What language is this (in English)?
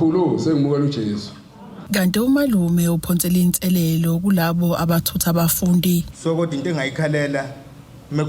Zulu